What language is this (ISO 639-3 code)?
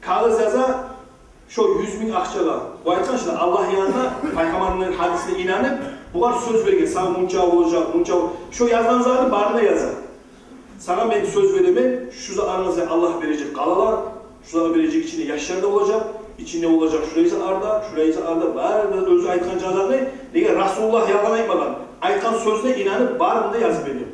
kum